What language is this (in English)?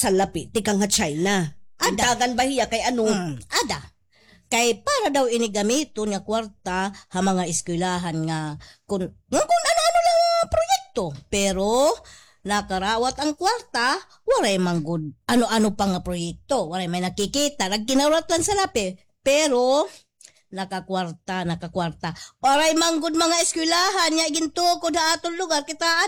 Waray